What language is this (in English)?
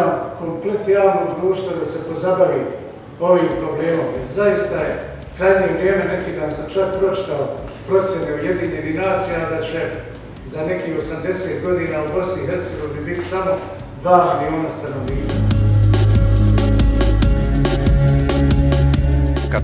Bosnian